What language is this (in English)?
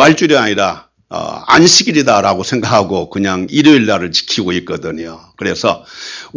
Korean